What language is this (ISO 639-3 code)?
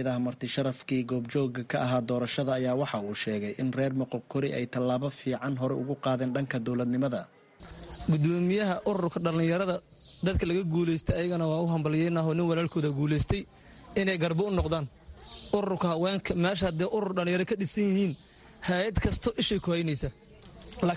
som